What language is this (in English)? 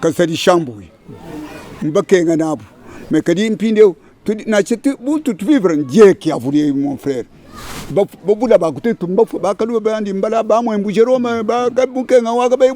Luba-Lulua